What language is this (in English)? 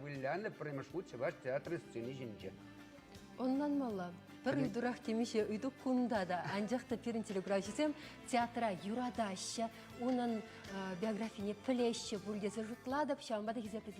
Chuvash